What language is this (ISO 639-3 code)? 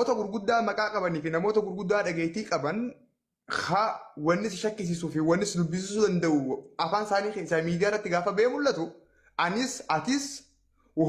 orm